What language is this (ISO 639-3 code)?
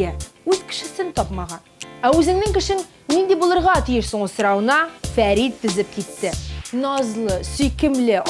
tat